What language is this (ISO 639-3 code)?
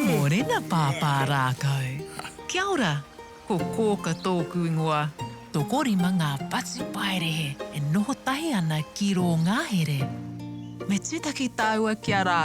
mri